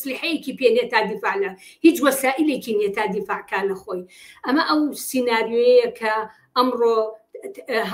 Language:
Central Kurdish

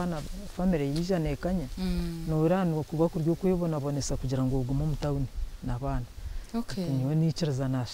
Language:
Nyankole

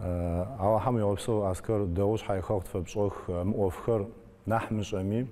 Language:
Adyghe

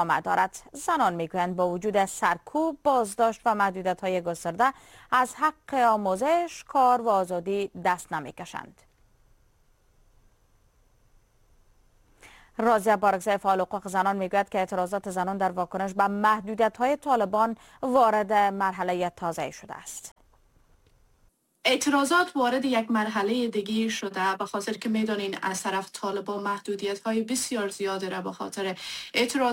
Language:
Persian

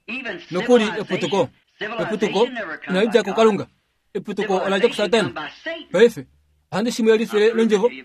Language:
Kuanyama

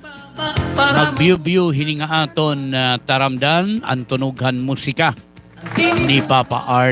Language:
Waray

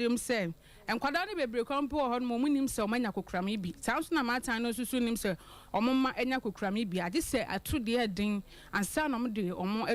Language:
Akan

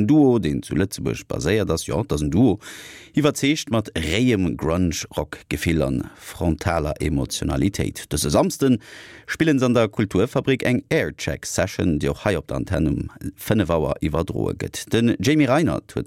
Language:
Luxembourgish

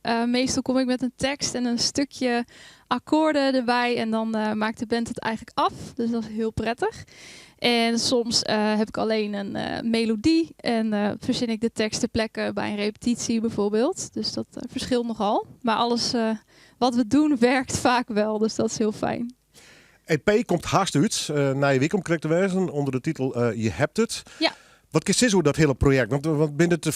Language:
Western Frisian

